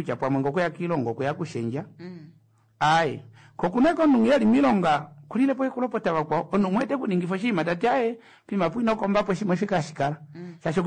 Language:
Kuanyama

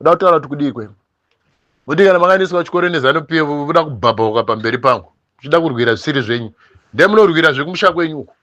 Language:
Shona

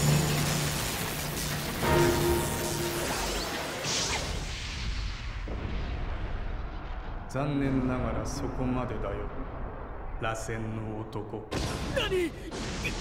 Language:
Japanese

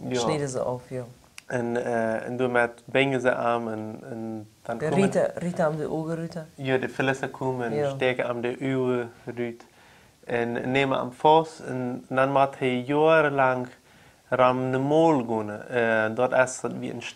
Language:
Plautdietsch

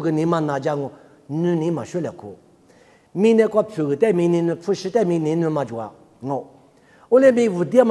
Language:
Lisu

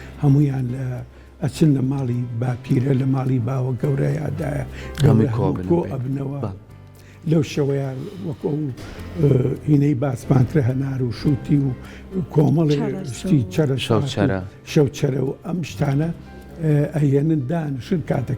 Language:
Central Kurdish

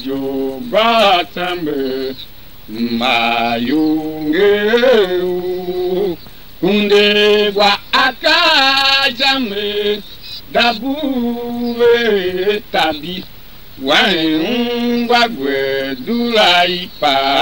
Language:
Tiv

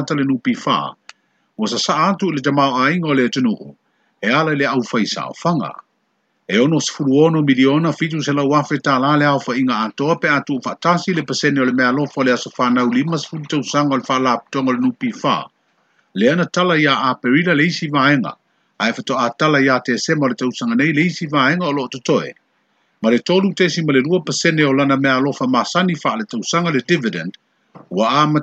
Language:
Samoan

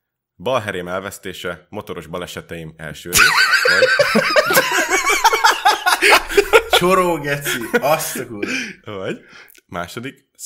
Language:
Hungarian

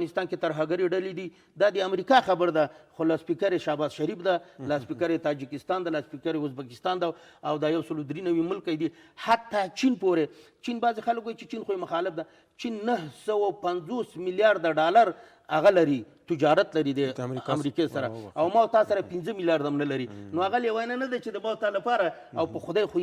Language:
Pashto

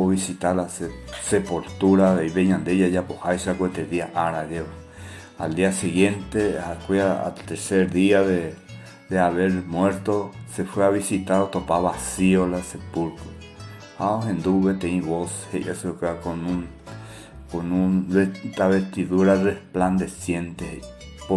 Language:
Guarani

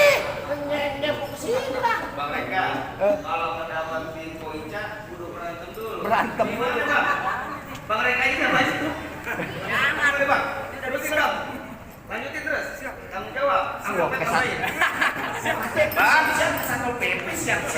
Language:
Betawi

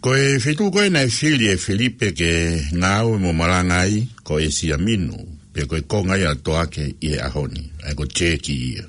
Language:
Tongan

